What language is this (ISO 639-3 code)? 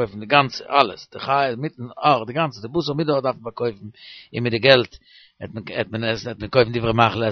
yid